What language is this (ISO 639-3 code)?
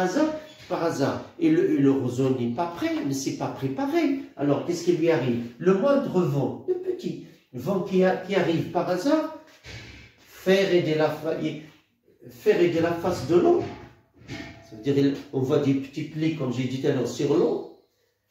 fra